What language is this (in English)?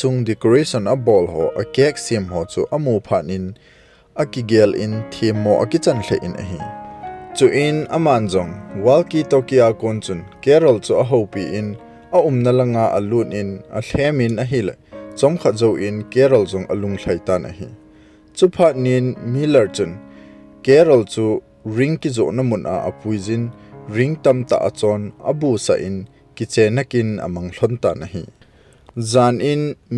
Thado Chin